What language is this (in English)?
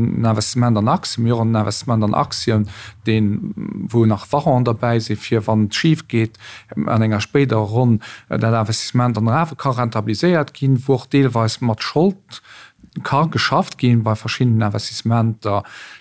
Luxembourgish